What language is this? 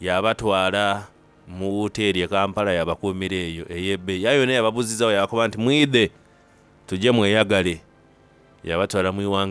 Soga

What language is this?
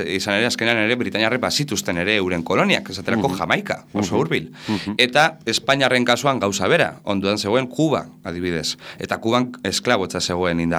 Basque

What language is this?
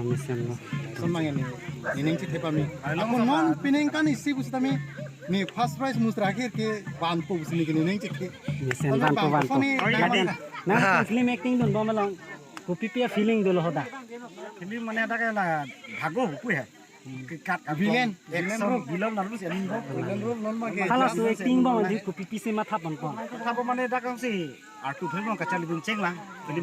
Karbi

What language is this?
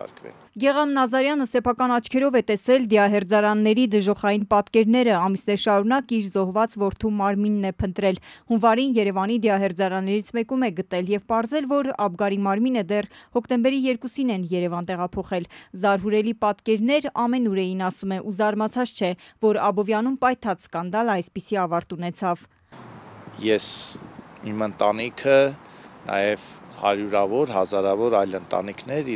Armenian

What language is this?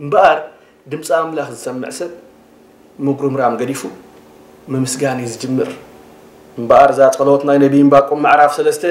Tigrinya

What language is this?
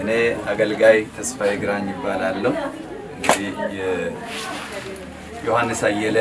Amharic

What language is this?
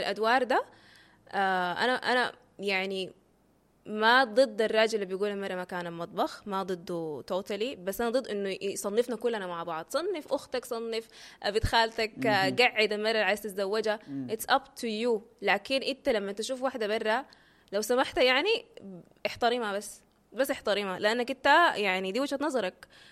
Sudanese Arabic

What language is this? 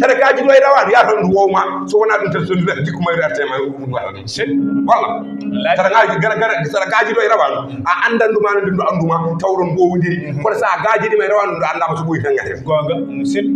Fula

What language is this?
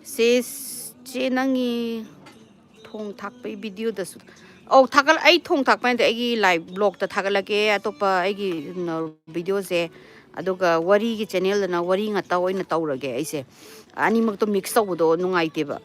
Manipuri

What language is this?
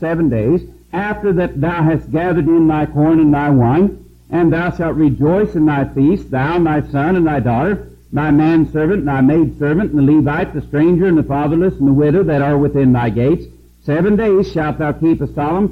English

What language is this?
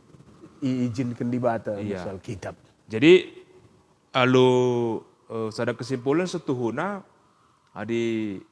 Batak Karo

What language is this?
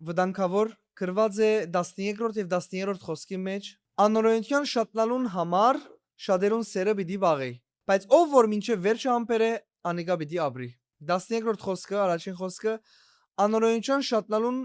Western Armenian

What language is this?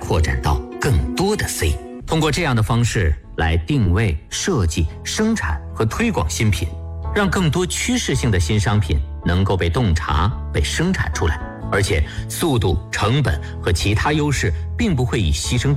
Chinese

